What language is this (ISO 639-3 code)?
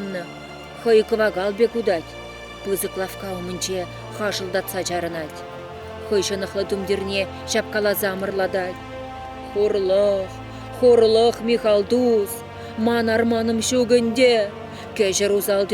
chv